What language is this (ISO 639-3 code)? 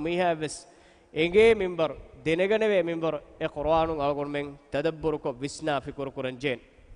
div